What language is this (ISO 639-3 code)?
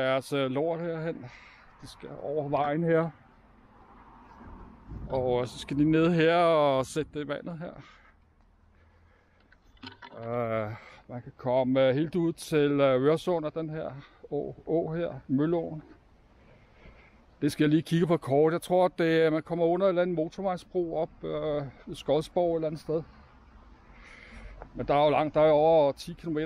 dan